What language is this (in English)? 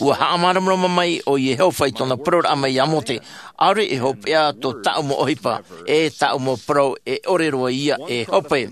Tahitian